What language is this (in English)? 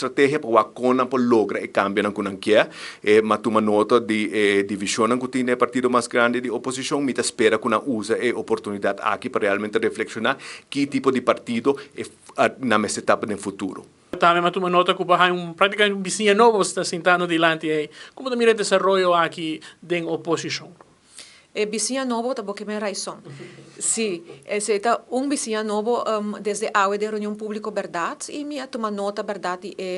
Papiamento